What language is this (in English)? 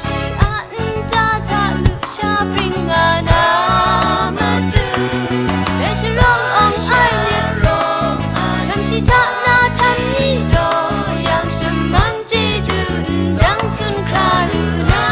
Kachin